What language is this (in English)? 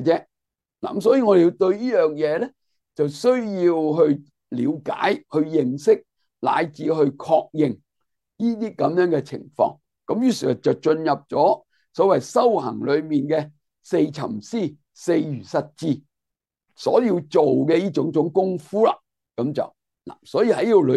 Cantonese